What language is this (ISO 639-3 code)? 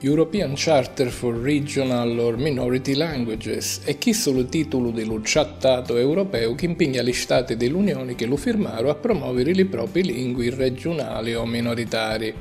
scn